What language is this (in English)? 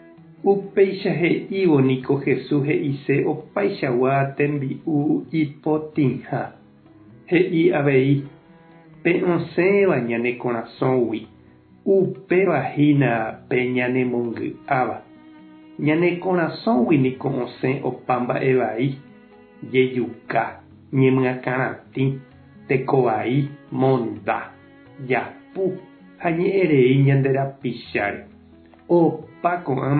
Guarani